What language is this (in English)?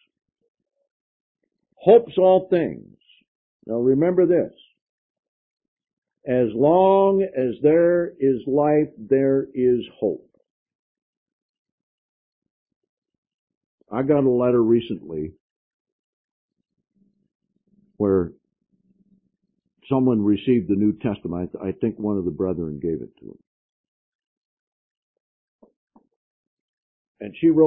English